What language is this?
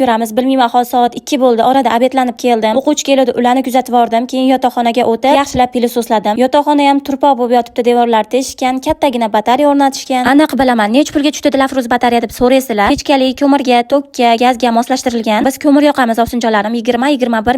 Uzbek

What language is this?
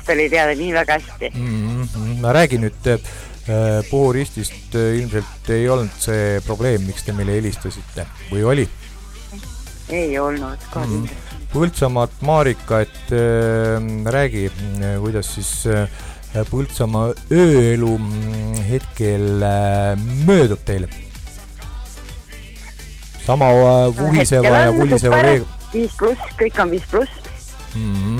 Estonian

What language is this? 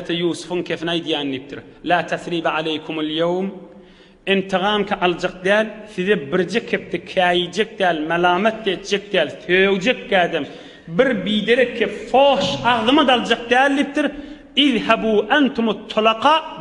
Turkmen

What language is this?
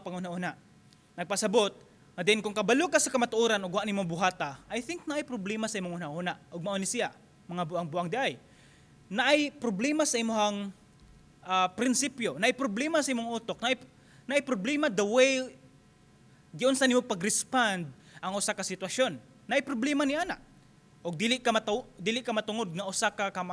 Cebuano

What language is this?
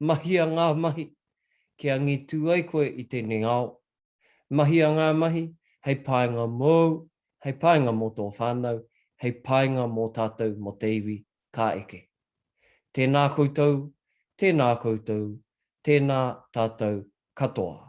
Māori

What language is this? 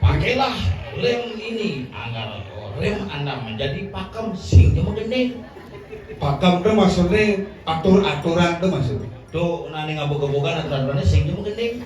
Balinese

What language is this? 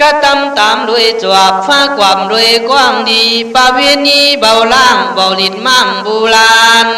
Khün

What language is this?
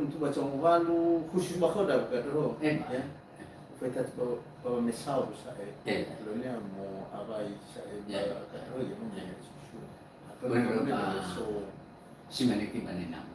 Nias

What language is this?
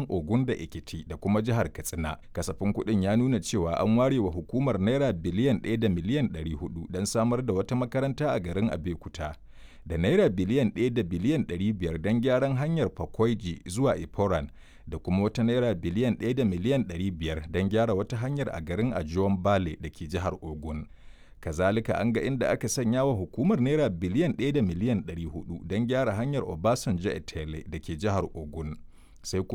Hausa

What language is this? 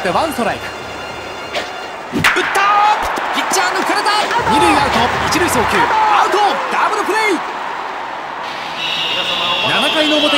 Japanese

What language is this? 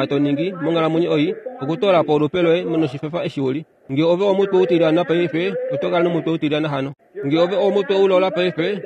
Kuanyama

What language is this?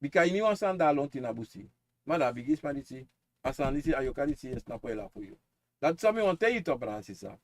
Sranan Tongo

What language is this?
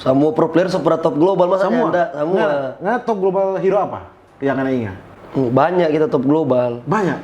Manado Malay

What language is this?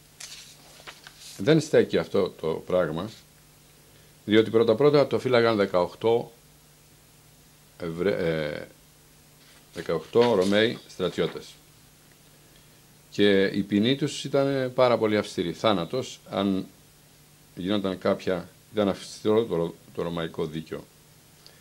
Greek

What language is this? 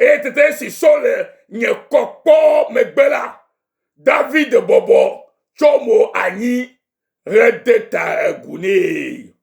Ewe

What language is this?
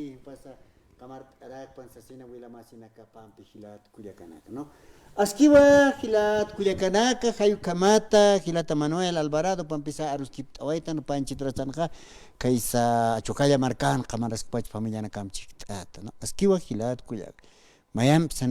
Aymara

